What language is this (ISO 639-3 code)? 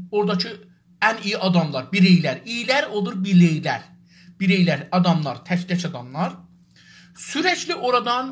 azb